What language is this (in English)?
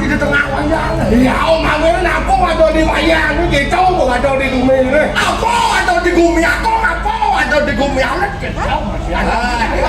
Balinese